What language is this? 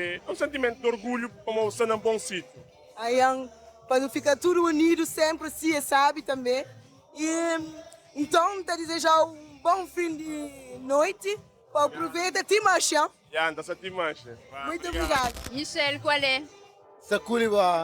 Kabuverdianu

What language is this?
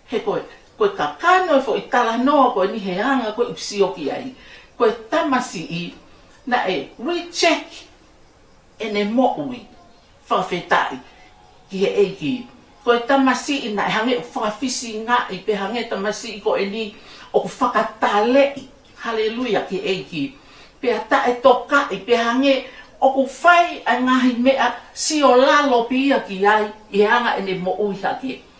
Tongan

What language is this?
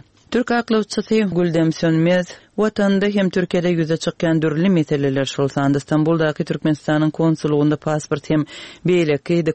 Turkmen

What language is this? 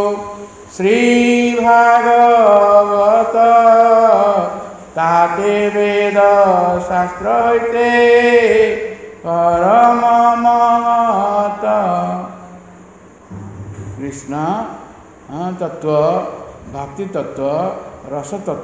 Odia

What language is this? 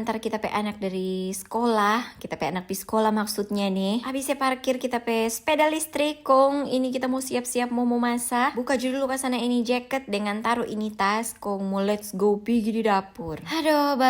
Manado Malay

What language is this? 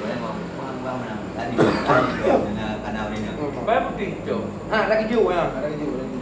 Achinese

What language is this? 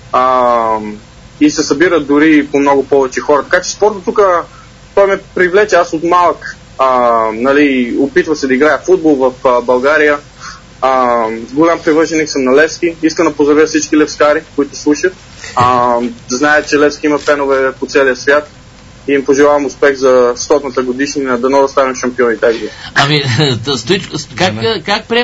Bulgarian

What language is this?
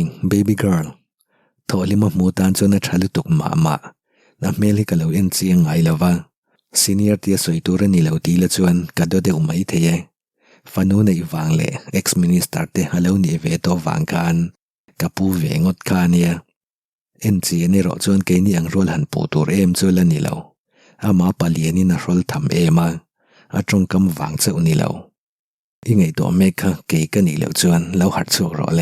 Mizo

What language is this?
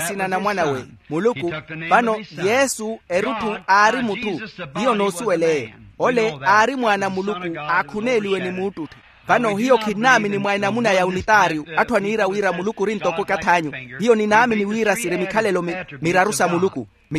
Makhuwa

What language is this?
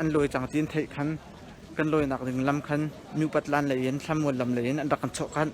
Hakha Chin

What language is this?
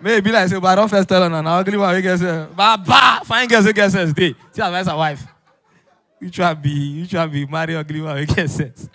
Nigerian Pidgin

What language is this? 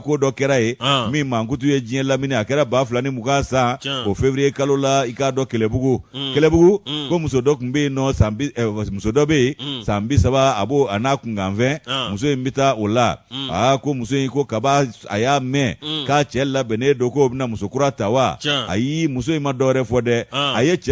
Bambara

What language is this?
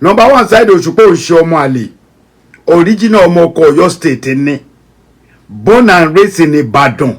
Yoruba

